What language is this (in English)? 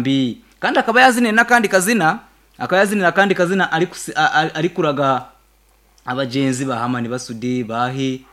Nyankole